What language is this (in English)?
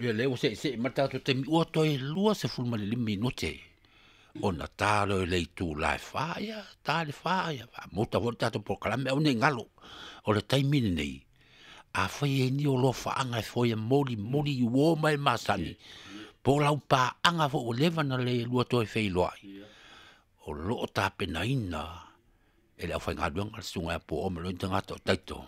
Samoan